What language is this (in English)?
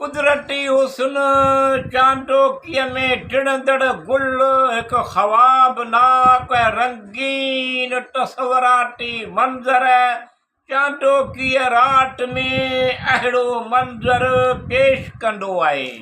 Sindhi